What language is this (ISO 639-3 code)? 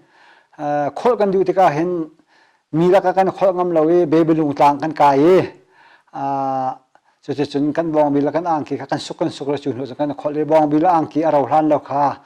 cnh